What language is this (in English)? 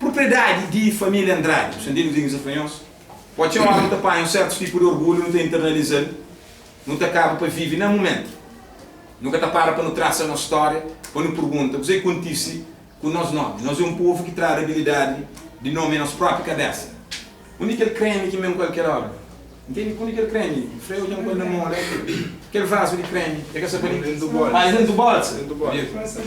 Kabuverdianu